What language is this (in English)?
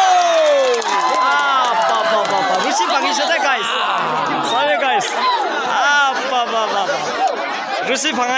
Naga Pidgin